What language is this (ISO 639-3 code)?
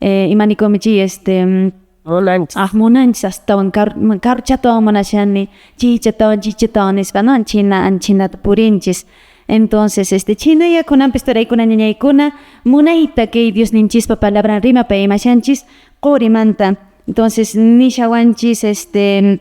que